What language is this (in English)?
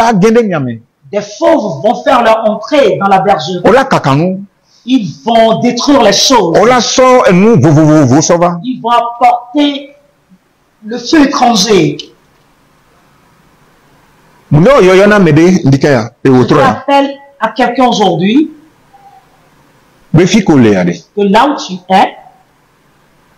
French